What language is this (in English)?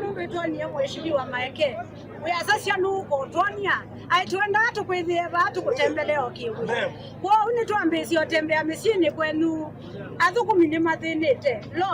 Kamba